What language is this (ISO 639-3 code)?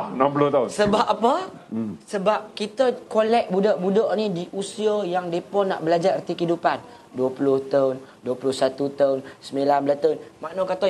msa